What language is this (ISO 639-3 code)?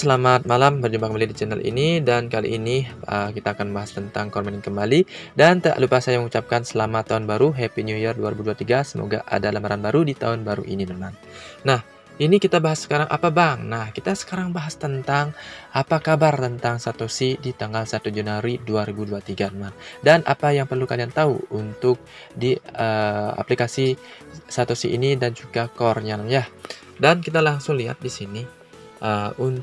ind